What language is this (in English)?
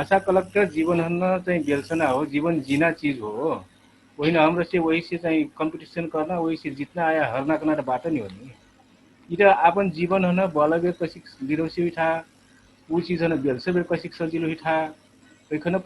Dangaura Tharu